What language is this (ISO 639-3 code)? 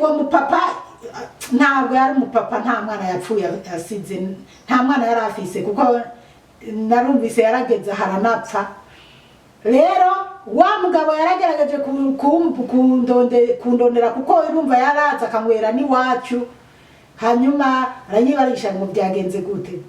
run